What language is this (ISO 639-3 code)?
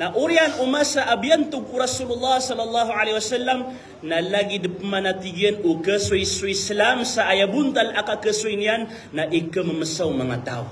mrw